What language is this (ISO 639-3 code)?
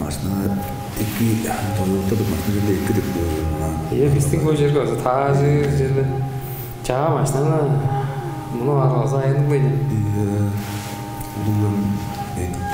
tyv